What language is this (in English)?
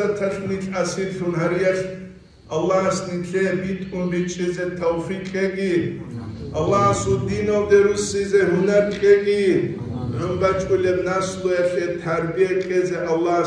Avaric